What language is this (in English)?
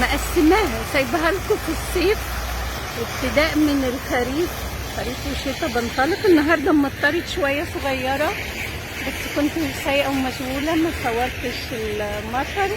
Egyptian Arabic